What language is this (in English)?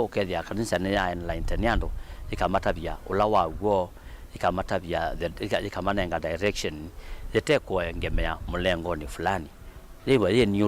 Kamba